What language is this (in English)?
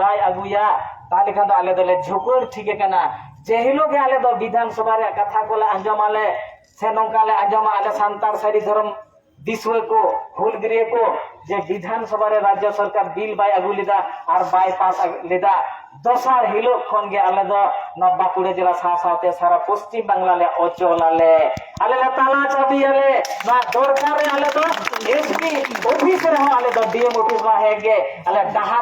Santali